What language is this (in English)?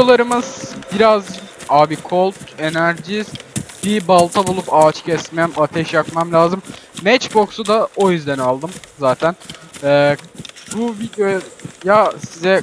Turkish